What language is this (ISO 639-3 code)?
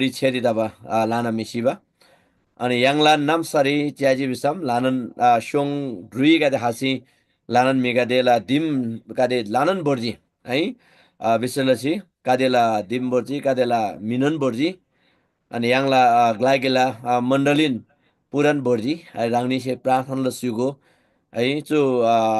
taj